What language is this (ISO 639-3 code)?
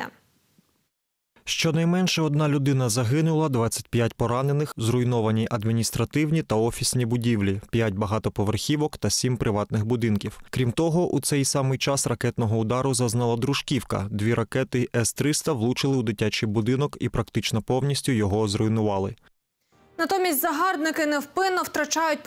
ukr